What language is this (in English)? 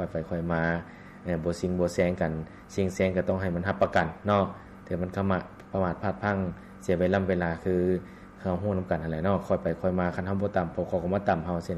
Lao